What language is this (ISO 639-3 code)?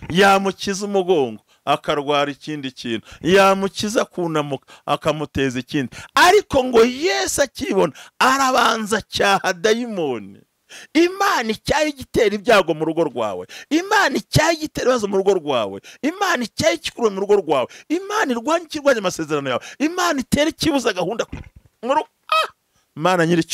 kin